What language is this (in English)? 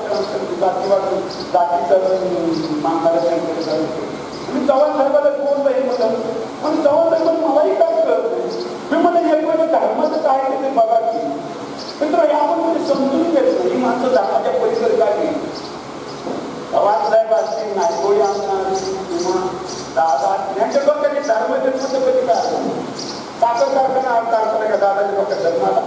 Marathi